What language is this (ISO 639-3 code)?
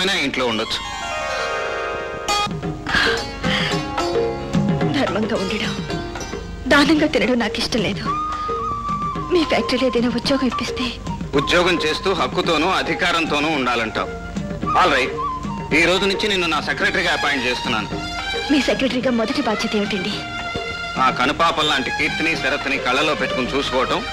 tel